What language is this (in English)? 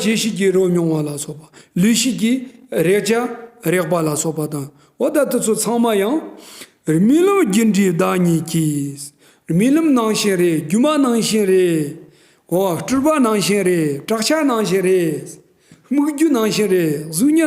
Tibetan